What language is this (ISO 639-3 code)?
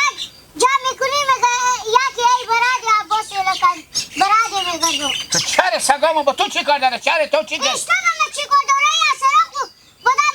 haz